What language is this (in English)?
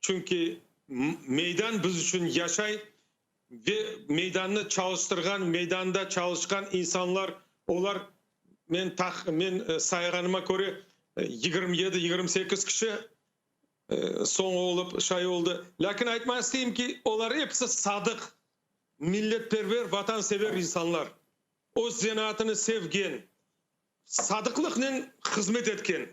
Crimean Tatar